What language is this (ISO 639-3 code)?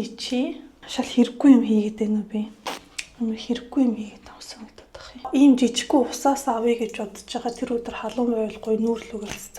mon